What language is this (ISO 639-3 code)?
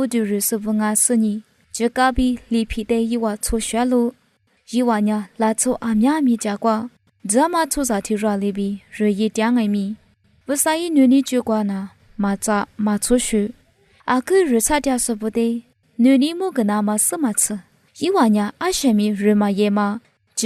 lis